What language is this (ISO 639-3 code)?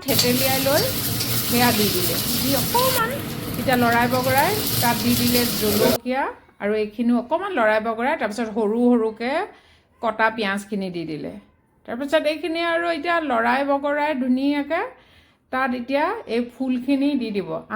asm